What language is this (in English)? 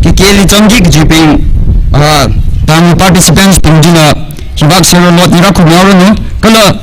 Tangkhul Naga (India)